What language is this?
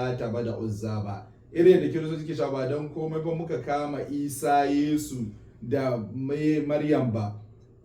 Hausa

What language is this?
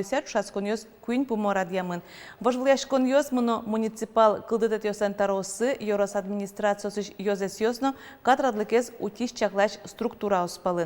Udmurt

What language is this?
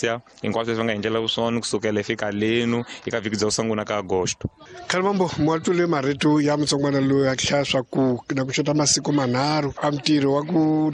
Tsonga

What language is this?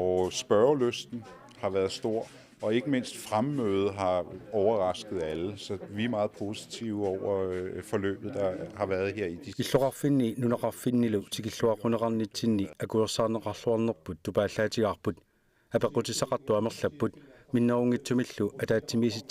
Kalaallisut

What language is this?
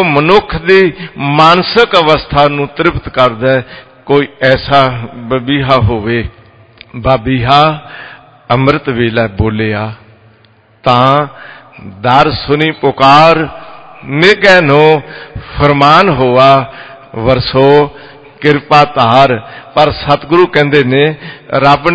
Punjabi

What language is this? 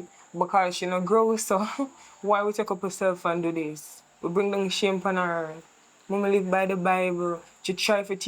Jamaican Creole English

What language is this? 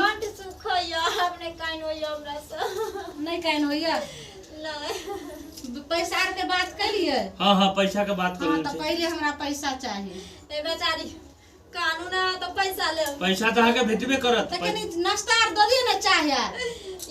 Maithili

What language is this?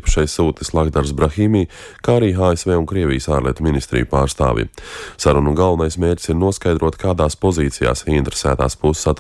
Latvian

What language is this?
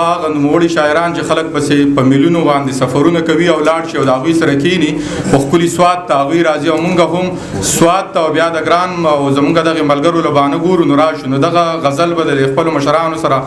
Pashto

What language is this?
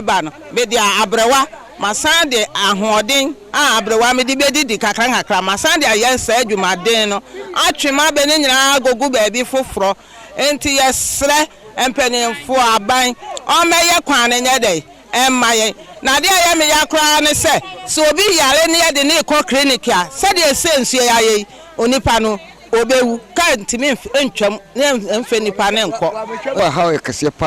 Akan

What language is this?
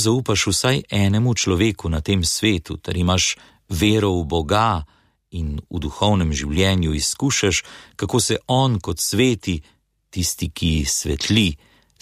Slovenian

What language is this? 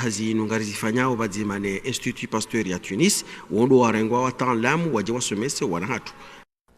Ngazidja Comorian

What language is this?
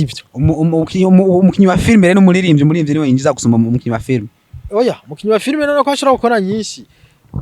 Rundi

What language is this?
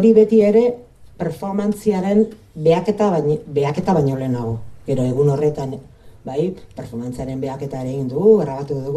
Basque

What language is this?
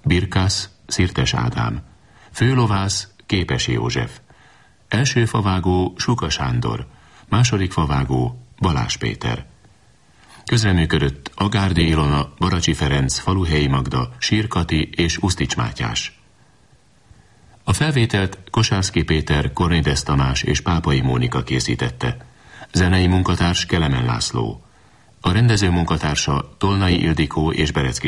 Hungarian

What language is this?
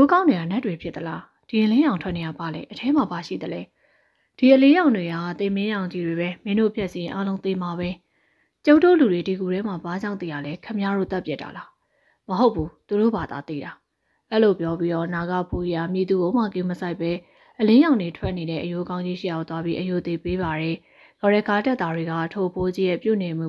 Burmese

